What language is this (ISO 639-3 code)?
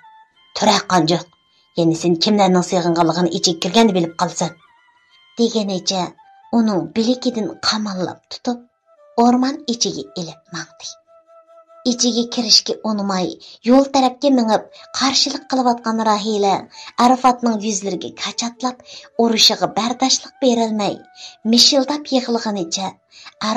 uig